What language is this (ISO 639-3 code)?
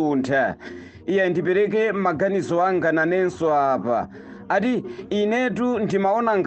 nya